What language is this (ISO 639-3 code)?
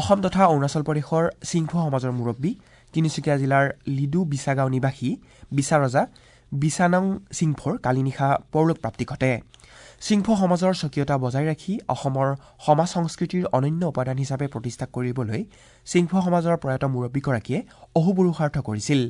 asm